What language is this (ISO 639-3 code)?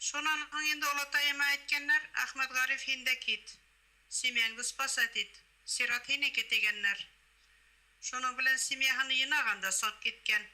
bak